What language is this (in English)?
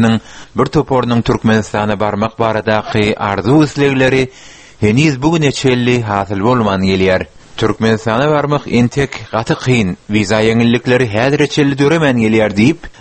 Turkmen